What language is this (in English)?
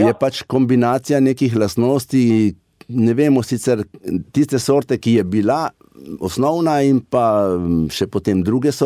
Slovenian